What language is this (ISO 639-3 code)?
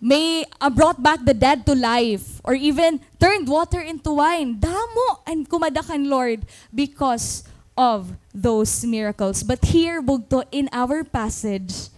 war